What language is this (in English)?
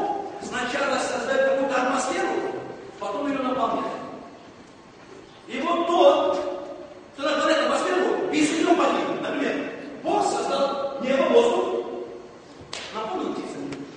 Russian